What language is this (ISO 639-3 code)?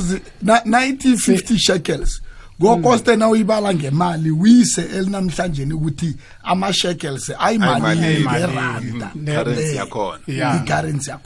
nbl